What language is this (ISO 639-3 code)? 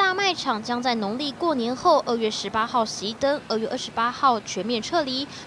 nan